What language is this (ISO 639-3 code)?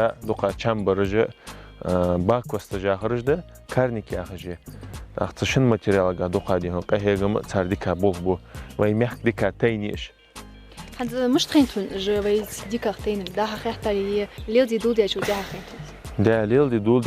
inh